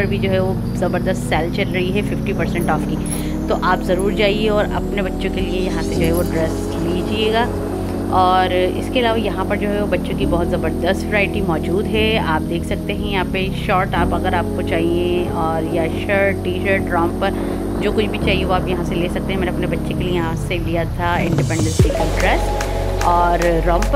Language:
Hindi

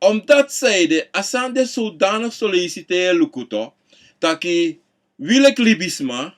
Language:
Sranan Tongo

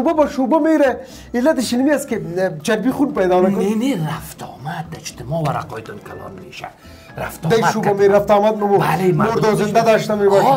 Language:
Persian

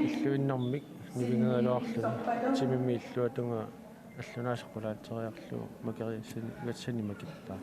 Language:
Kalaallisut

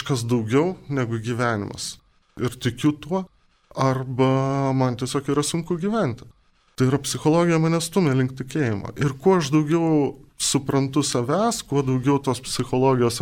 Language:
Lithuanian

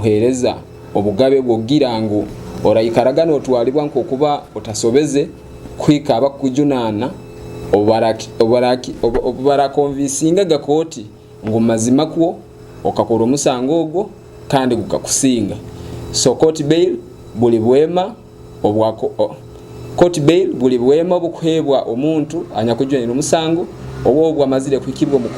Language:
Nyoro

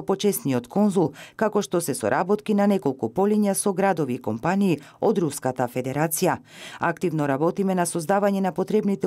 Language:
Macedonian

